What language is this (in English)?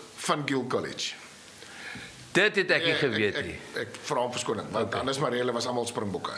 Afrikaans